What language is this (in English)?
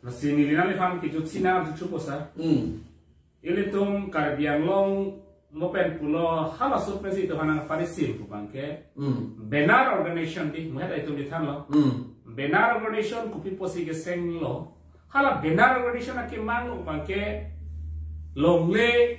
Karbi